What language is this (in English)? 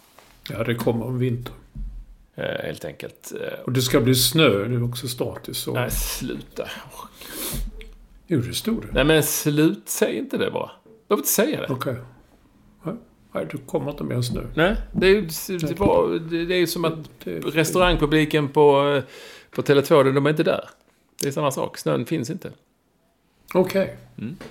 Swedish